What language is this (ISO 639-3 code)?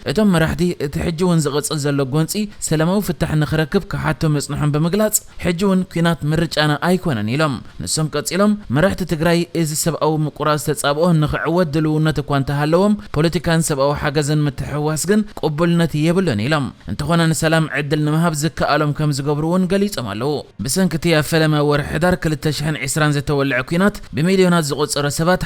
tir